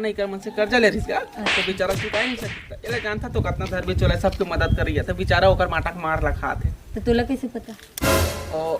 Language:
Chhattisgarhi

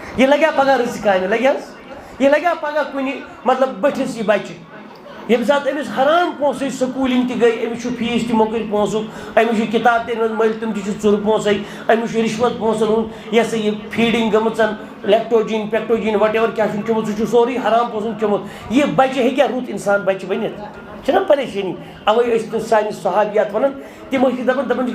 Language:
Kashmiri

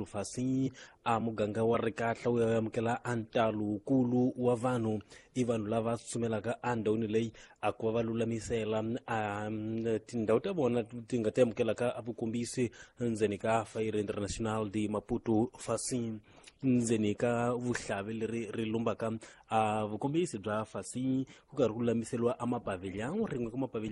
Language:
Tsonga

